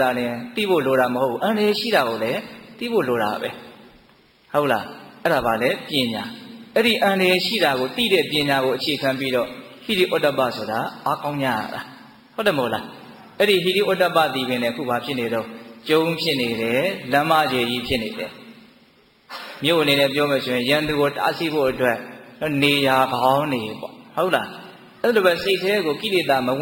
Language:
Burmese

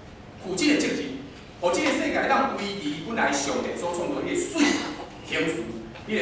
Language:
Min Nan Chinese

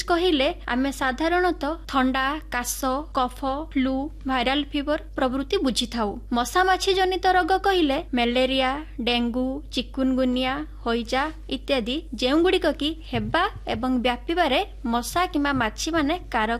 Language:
Odia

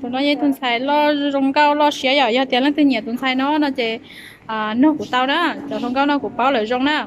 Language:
Hmong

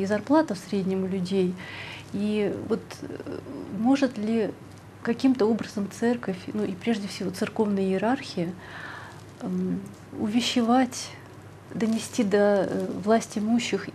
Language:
Russian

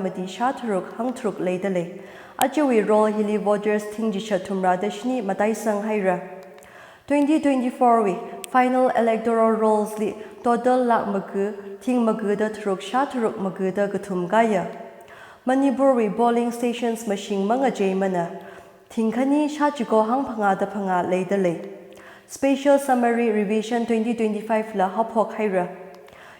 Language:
Tangkhul Naga (India)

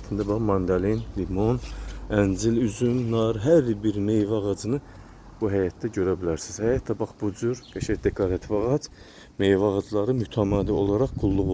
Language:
Azerbaijani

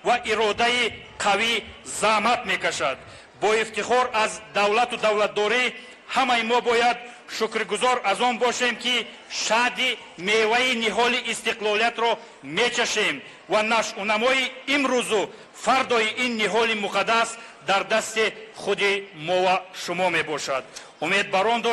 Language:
Tajik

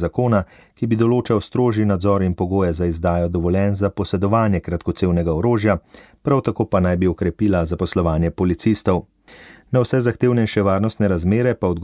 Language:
Slovenian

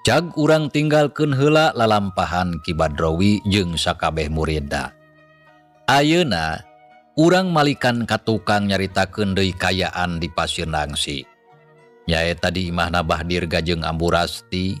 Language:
Sundanese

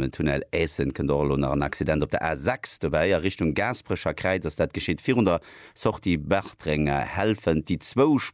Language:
Luxembourgish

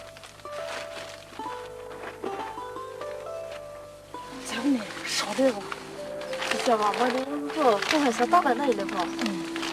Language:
Poumei Naga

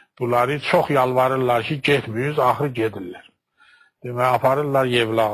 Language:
Azerbaijani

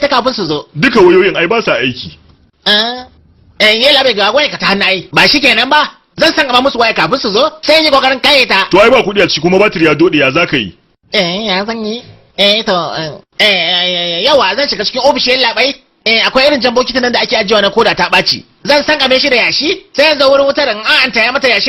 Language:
Hausa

